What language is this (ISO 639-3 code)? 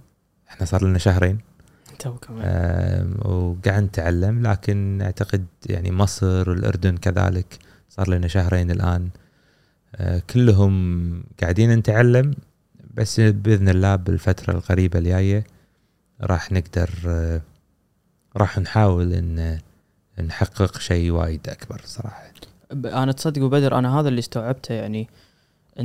afb